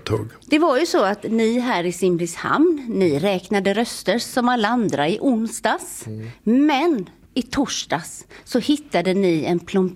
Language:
Swedish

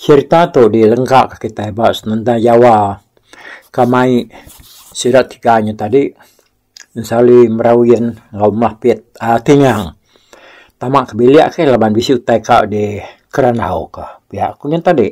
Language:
Iban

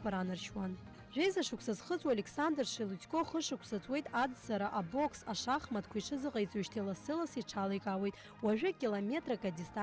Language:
Abkhazian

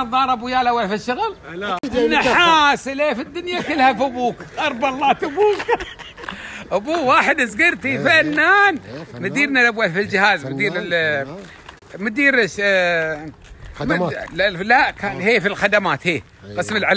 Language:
Gulf Arabic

